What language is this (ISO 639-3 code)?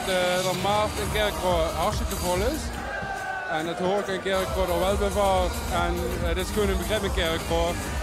lim